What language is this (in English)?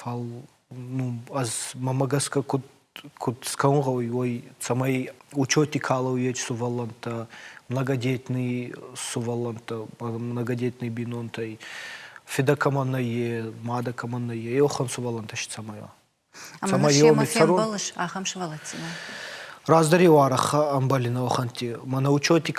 Ossetic